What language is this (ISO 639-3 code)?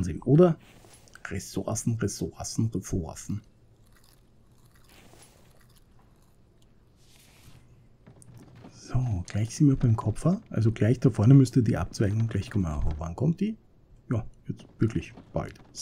deu